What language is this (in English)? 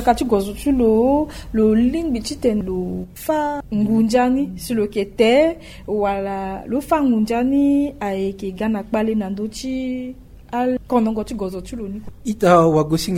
Sango